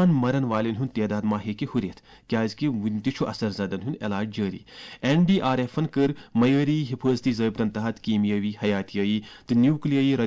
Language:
Kashmiri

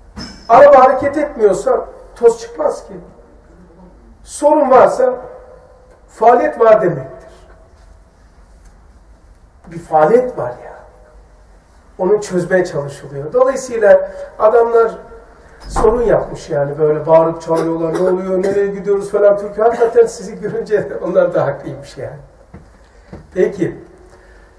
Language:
Turkish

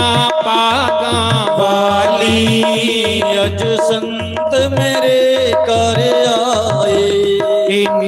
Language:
Dogri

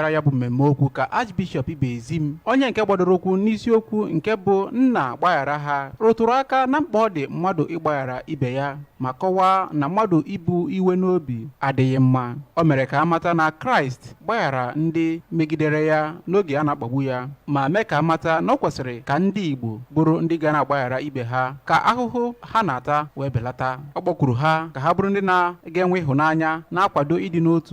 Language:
Igbo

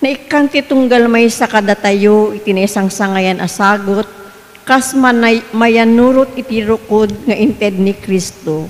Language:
Iloko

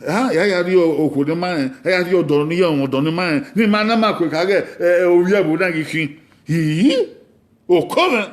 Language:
Bini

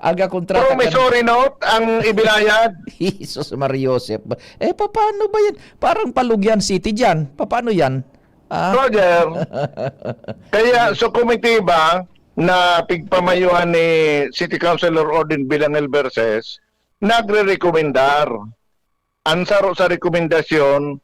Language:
Bikol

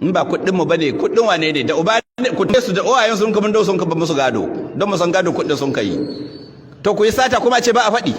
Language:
Hausa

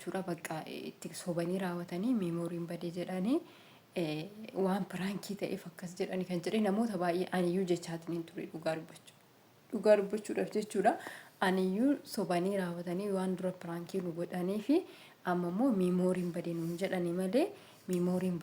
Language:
Oromo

